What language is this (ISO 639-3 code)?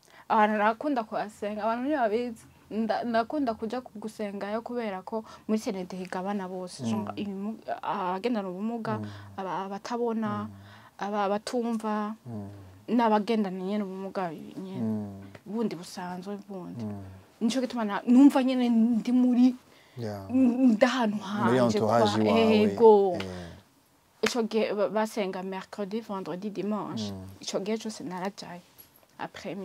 run